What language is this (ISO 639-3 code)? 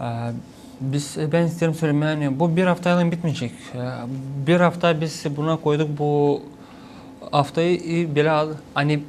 gag